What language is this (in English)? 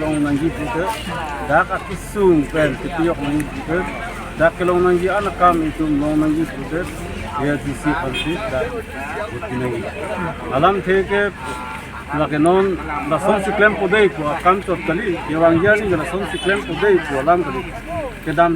Karbi